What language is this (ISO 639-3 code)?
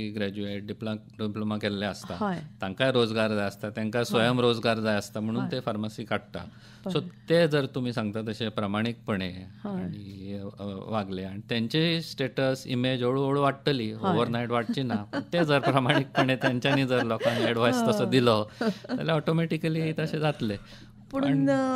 kok